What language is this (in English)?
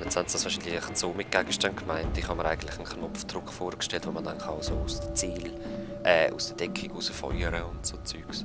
Swiss German